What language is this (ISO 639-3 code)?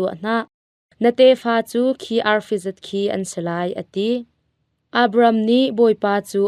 cnh